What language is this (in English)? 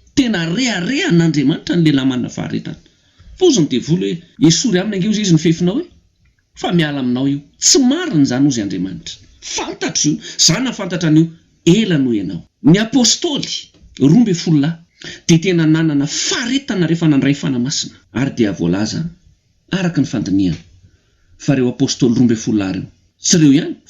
Malagasy